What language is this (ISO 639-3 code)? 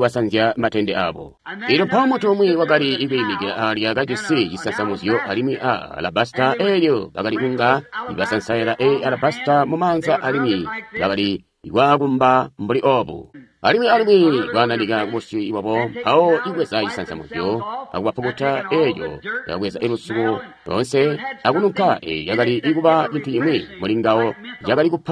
toi